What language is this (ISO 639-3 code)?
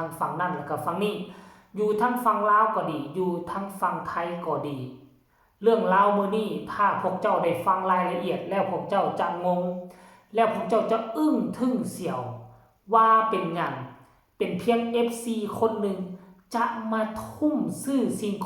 tts